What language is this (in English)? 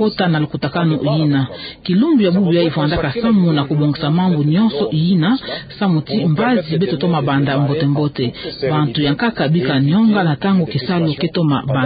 Kituba (Democratic Republic of Congo)